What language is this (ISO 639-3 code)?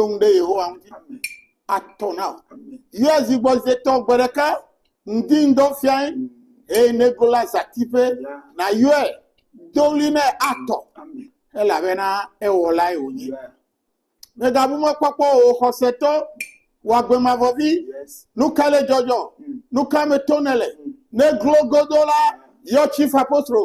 ewe